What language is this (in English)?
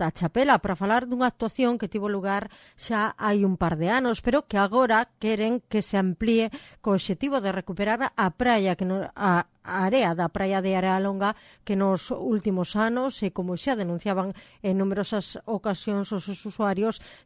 Galician